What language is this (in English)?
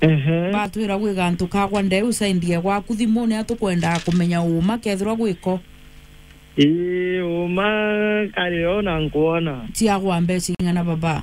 Meru